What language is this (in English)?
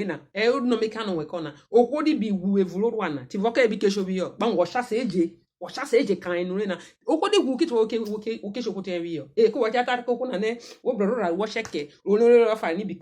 Urhobo